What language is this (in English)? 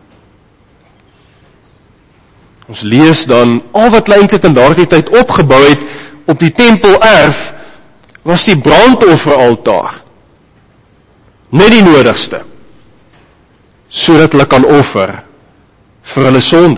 Afrikaans